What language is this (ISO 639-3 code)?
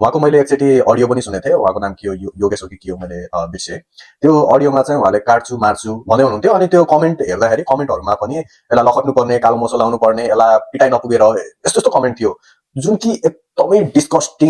nep